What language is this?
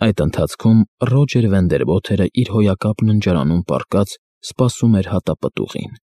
Armenian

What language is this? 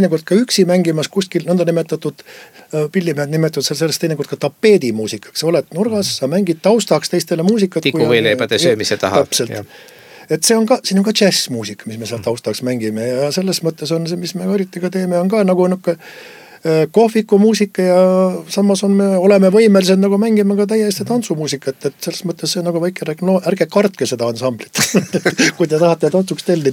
Estonian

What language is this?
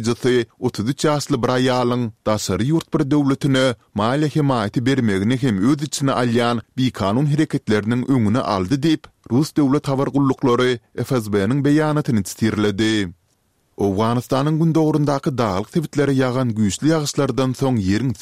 Turkmen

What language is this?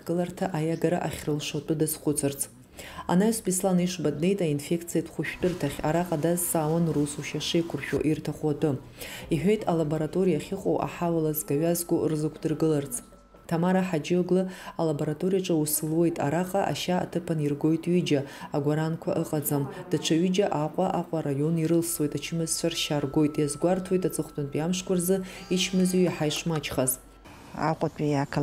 Abkhazian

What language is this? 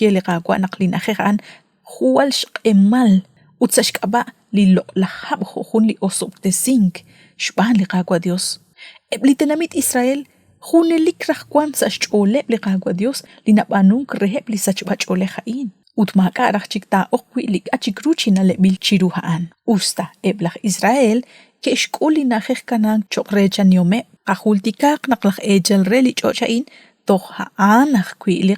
Kekchí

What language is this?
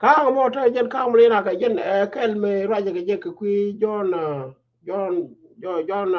Nuer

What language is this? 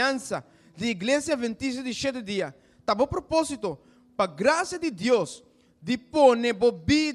Papiamento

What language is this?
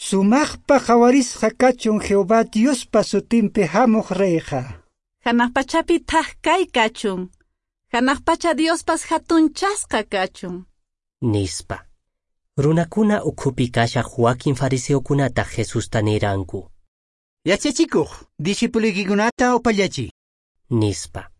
Quechua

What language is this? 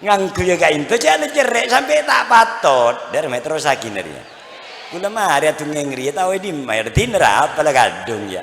Madurese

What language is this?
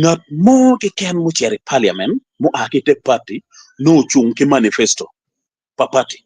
Acoli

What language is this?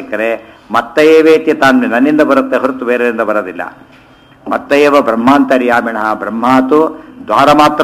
Kannada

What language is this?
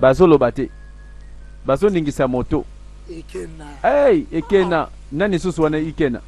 Lingala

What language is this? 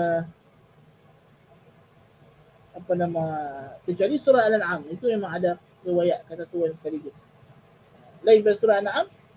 Malay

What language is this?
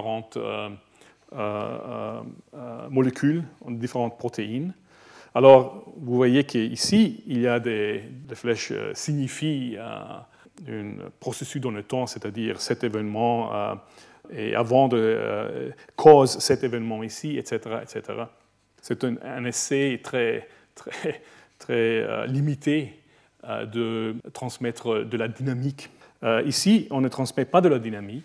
French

